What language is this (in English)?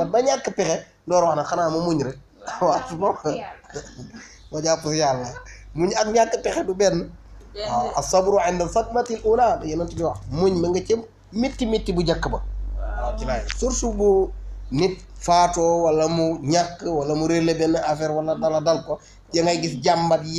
Wolof